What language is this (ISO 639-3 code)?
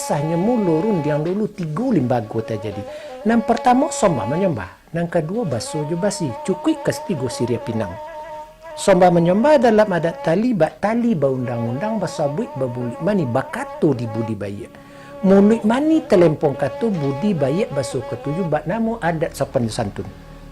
min